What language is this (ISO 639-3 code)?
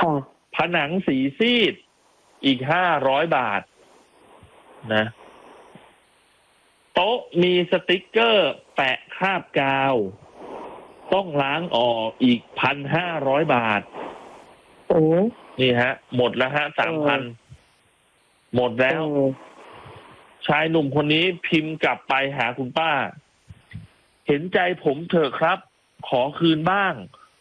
tha